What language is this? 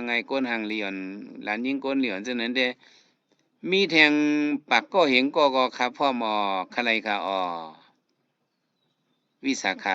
Shan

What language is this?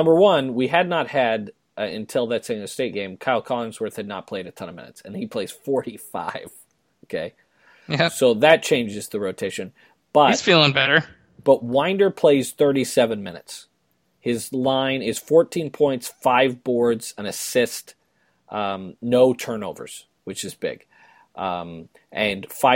English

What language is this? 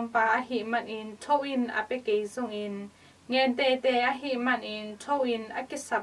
Tedim Chin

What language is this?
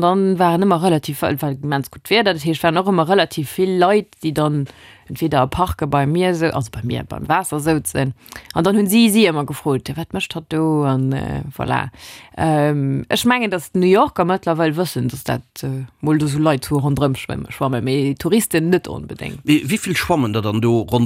Luxembourgish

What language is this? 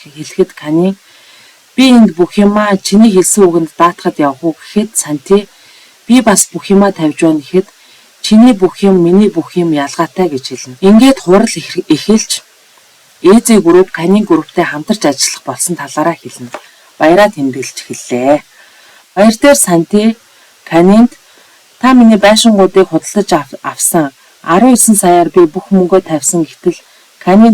Mongolian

